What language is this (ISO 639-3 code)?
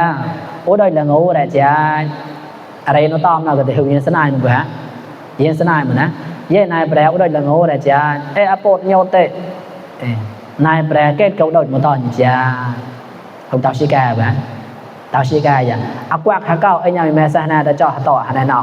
mnw